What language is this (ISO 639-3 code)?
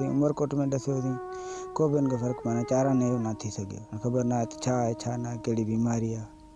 snd